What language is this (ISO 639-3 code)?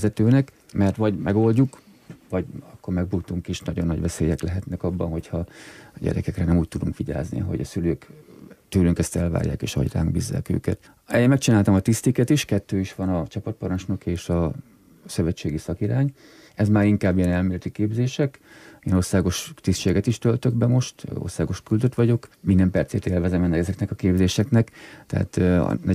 hun